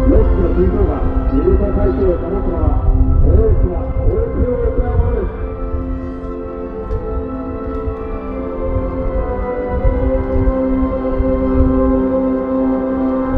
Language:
Japanese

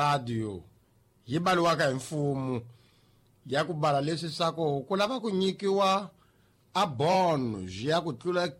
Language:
Tsonga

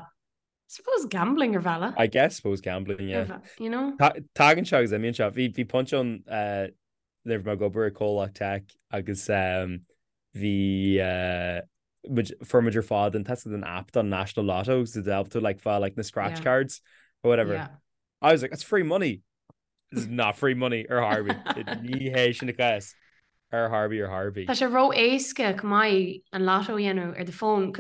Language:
Irish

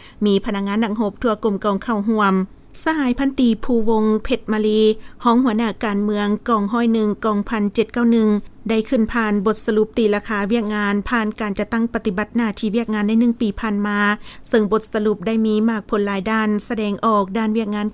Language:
Lao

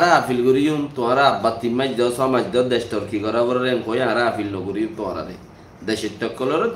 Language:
Rohingya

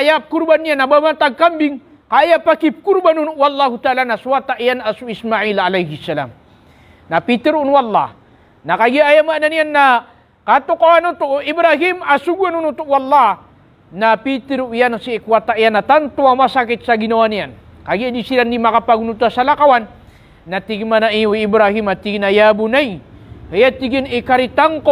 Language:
Maranao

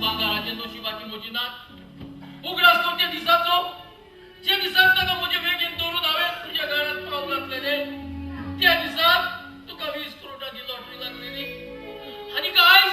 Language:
Konkani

